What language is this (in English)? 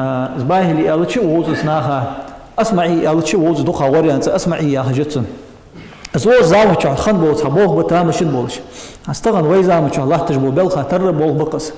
Ingush